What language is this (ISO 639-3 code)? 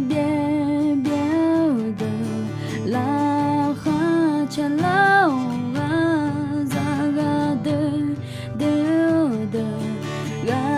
ahk